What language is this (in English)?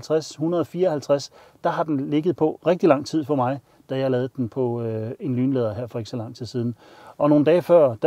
Danish